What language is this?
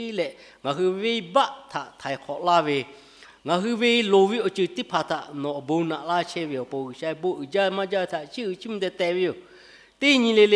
Lahu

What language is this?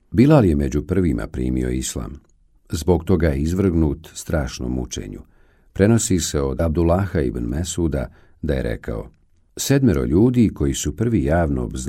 Bosnian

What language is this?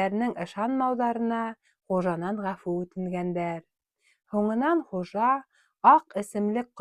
Bashkir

